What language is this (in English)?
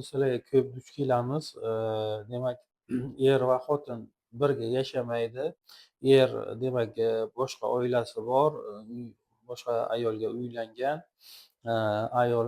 Uzbek